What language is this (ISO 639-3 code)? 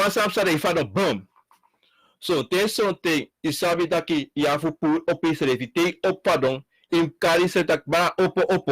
srn